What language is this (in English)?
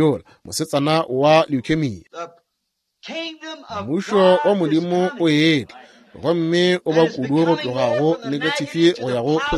Northern Sotho